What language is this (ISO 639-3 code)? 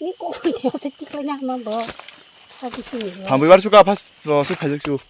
trp